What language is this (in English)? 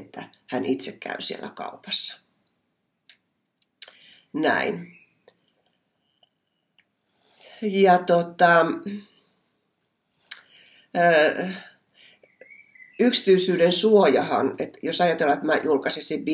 Finnish